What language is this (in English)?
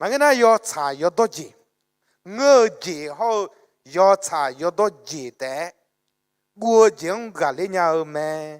Akha